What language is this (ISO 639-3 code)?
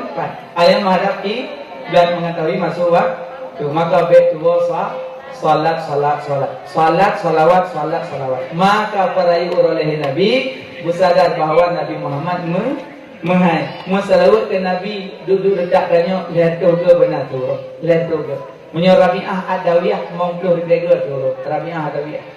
ace